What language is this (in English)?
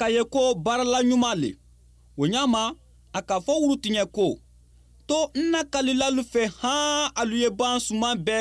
Bambara